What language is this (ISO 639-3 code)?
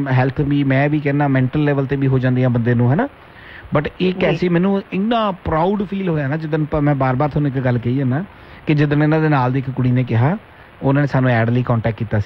pan